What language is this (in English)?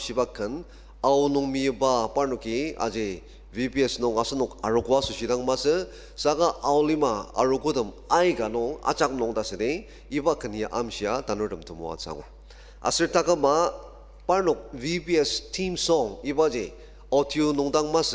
Ao Naga